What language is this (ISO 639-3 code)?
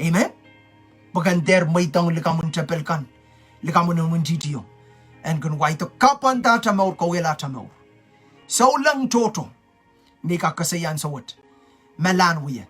pon